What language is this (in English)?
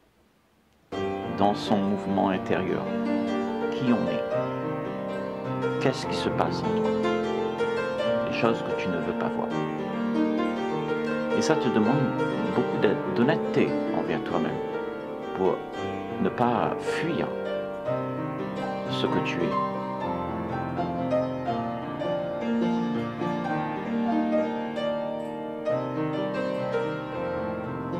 French